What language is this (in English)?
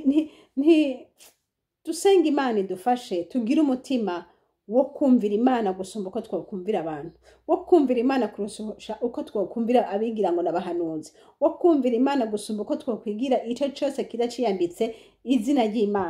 Rundi